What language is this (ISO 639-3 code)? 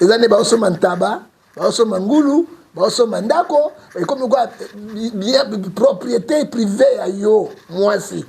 lin